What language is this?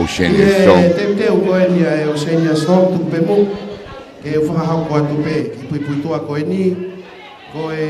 Tongan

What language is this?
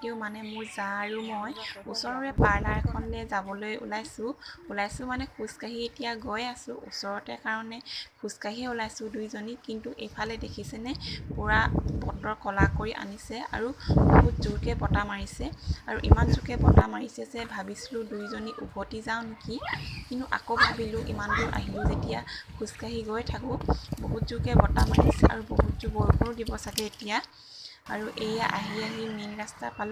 Assamese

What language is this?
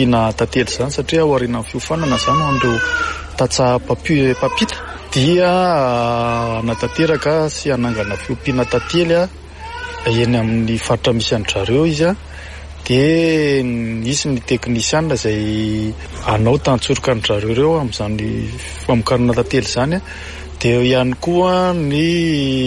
Malagasy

